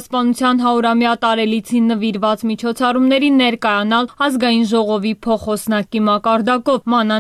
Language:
Armenian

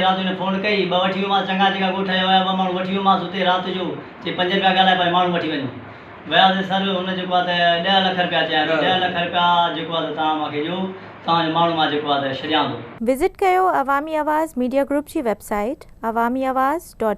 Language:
Sindhi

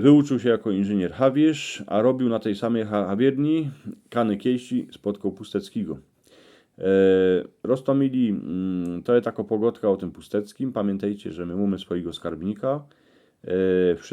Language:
Silesian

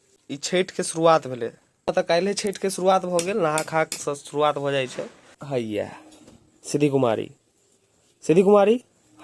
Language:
Maithili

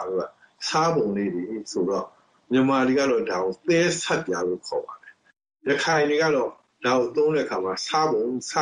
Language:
Burmese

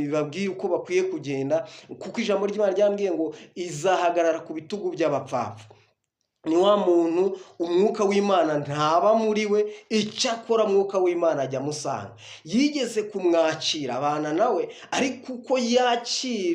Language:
Kinyarwanda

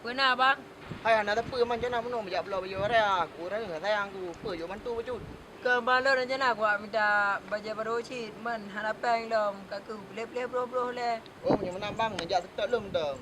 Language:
Achinese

